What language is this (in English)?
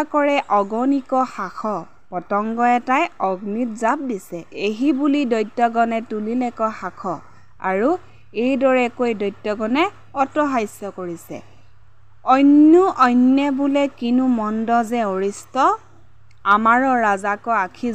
Assamese